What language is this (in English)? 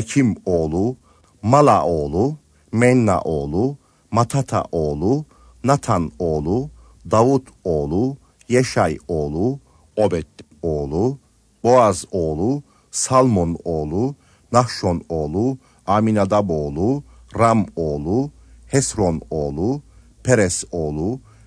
Turkish